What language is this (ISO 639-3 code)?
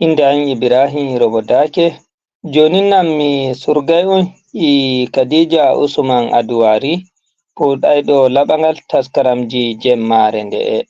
ful